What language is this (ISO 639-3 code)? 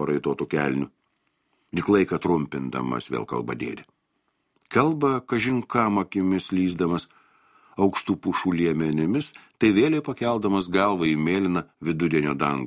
lit